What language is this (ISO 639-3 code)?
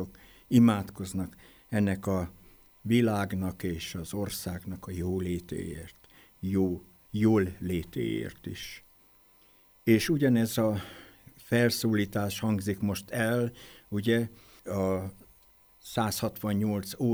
hun